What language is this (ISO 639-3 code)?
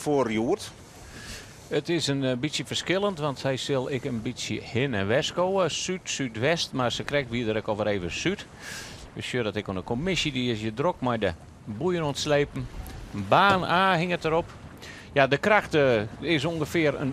fry